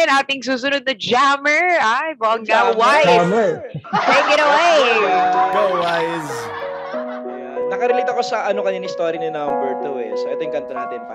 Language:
Filipino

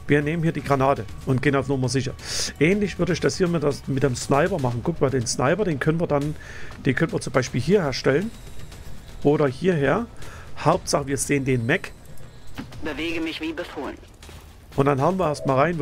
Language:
German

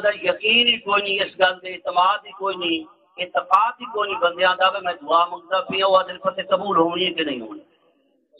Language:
Saraiki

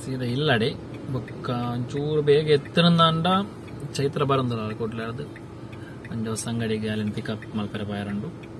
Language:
Tulu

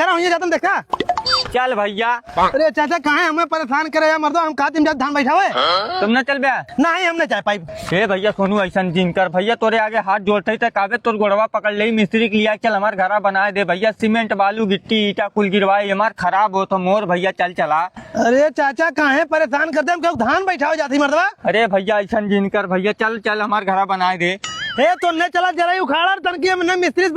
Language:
Awadhi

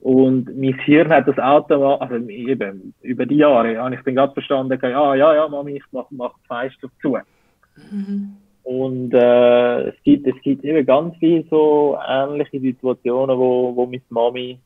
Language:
Swiss German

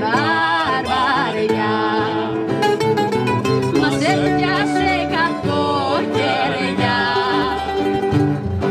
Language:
Greek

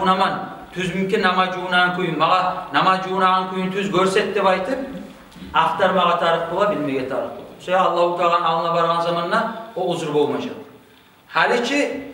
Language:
Kumyk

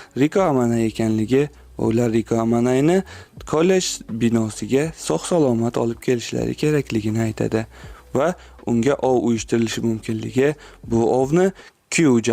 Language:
Uzbek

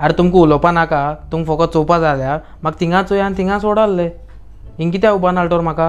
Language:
Konkani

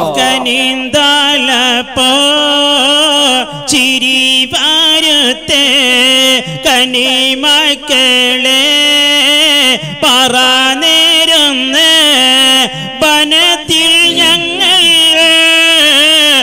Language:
Malayalam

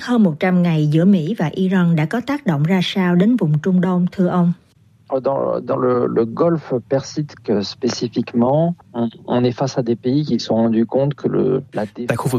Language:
Vietnamese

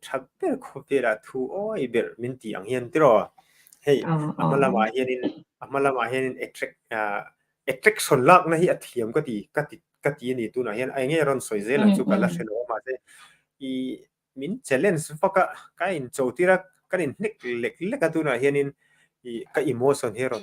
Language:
Mizo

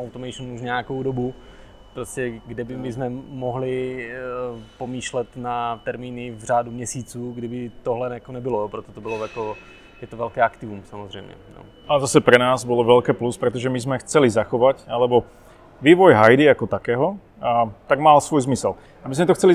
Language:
Czech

